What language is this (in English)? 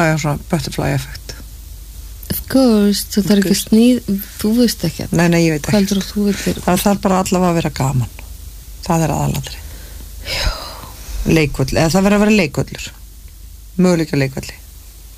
Icelandic